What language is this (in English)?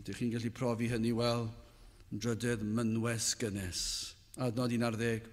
Welsh